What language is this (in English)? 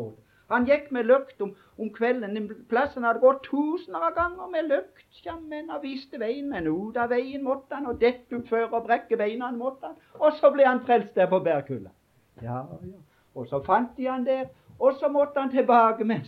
Norwegian